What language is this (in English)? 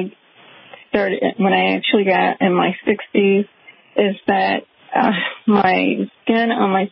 English